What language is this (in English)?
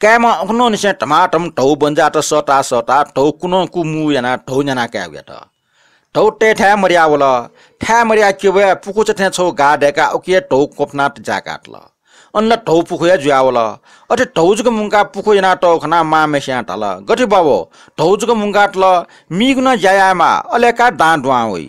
Newari